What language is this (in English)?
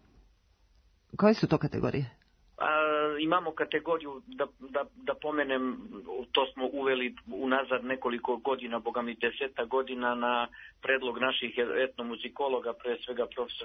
Serbian